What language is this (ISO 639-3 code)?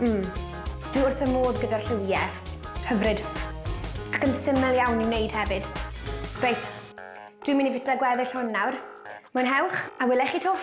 cym